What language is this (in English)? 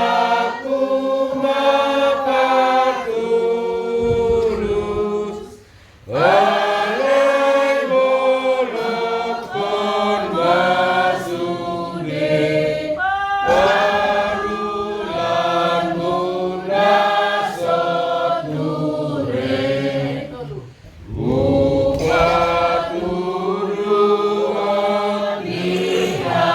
Batak Toba